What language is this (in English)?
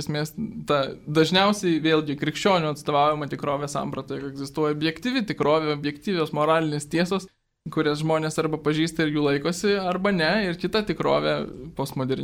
Lithuanian